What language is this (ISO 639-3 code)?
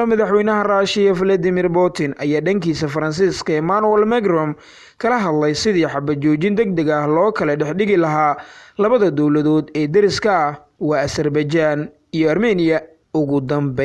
som